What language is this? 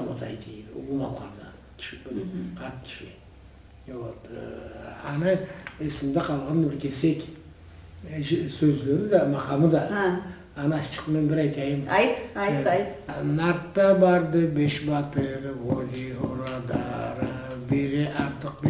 Karachay-Balkar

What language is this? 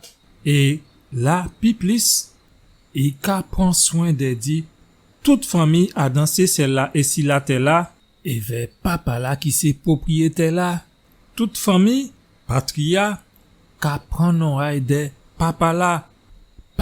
Guadeloupean Creole French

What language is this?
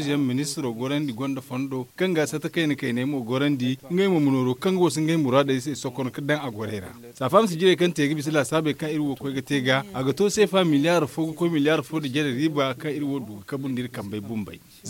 Zarma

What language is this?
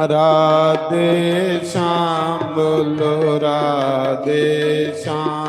Dogri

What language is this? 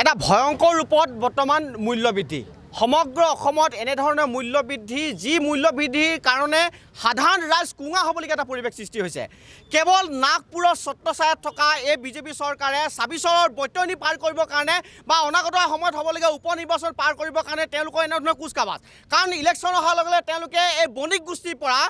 Assamese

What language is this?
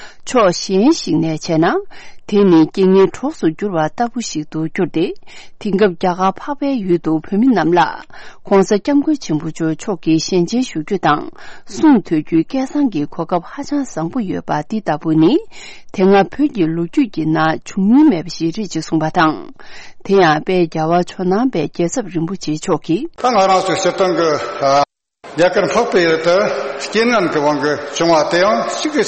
Tibetan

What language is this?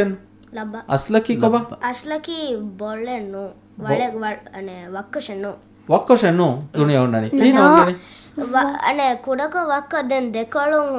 Divehi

